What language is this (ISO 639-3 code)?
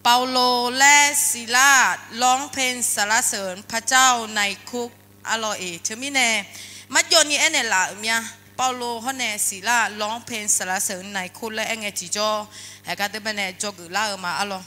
ahk